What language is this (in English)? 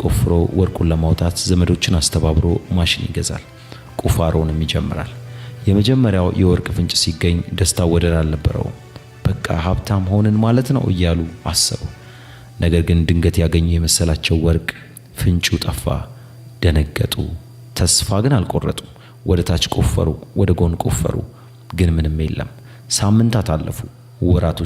Amharic